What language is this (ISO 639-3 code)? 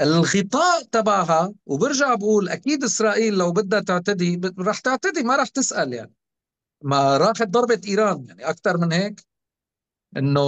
apc